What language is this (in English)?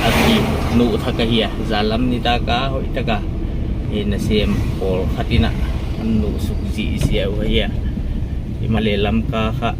Paite Chin